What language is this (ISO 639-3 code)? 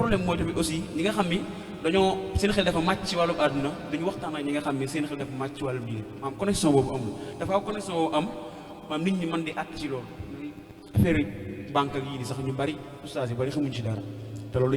wol